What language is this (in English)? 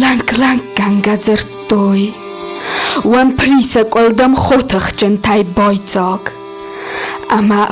Ossetic